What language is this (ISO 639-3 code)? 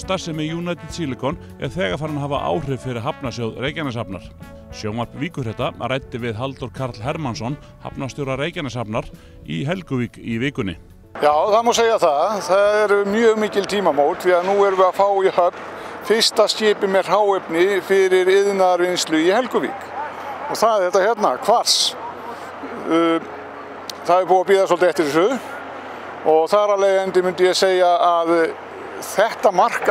isl